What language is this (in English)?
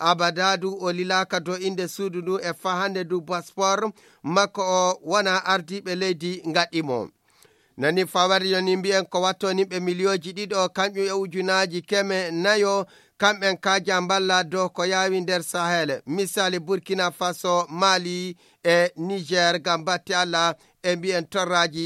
Fula